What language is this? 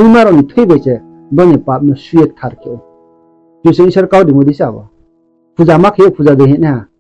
Riang (India)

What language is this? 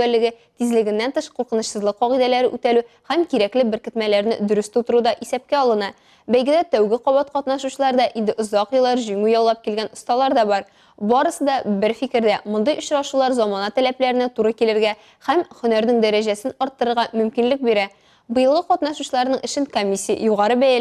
Tatar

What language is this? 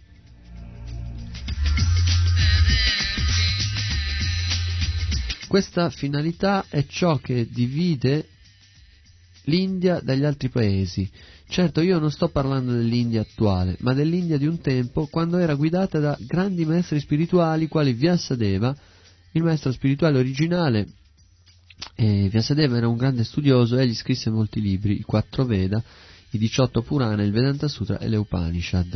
Italian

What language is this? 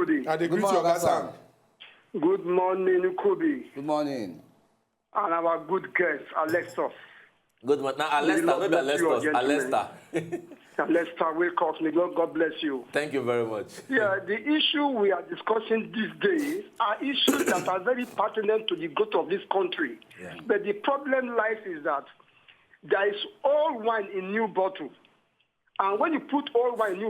Nigerian Pidgin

